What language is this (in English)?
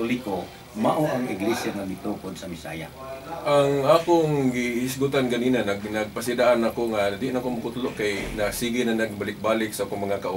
Cebuano